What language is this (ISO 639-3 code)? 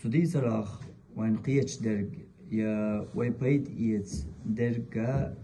che